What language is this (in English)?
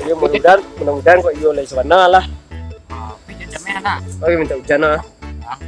Minangkabau